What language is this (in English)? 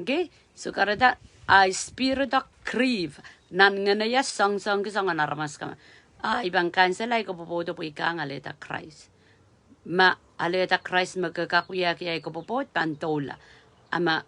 Pohnpeian